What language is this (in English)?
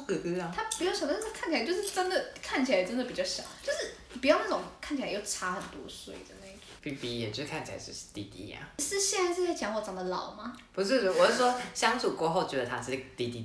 Chinese